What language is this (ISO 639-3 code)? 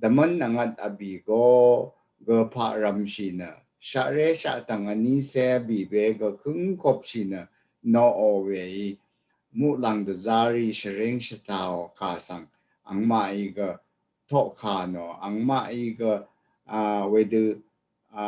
raw